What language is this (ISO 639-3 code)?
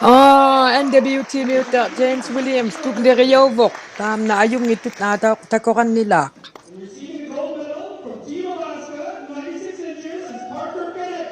iku